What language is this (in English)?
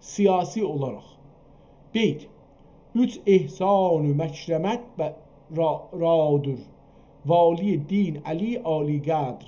South Azerbaijani